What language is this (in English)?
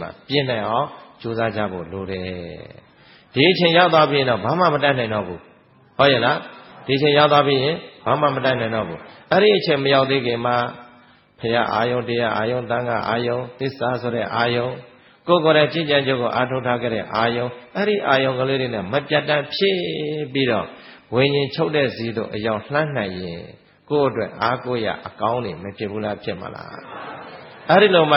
Burmese